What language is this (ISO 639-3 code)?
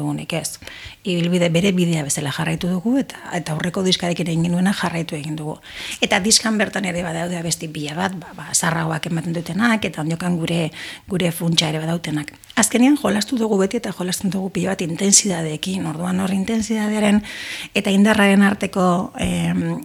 eus